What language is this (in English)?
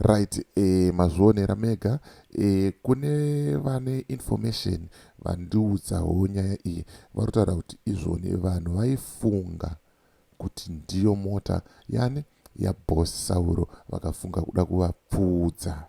Shona